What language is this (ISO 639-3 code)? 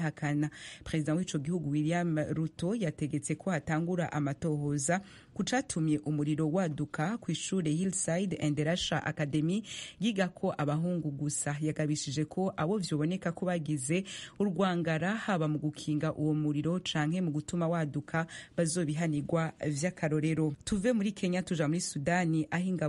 run